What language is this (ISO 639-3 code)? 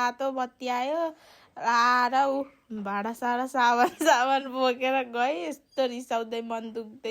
nep